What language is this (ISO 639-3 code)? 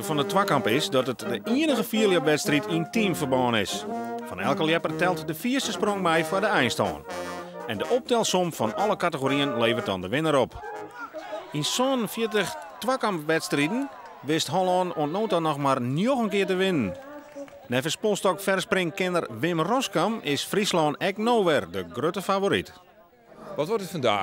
fry